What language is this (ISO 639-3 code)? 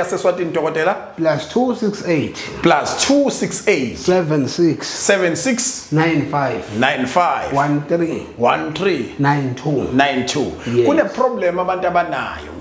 zul